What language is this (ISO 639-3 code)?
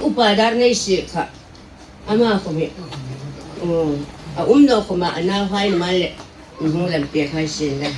hmr